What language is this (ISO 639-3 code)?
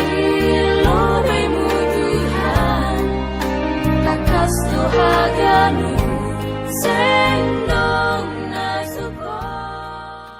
bts